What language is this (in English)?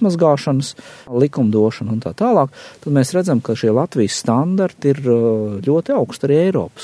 Latvian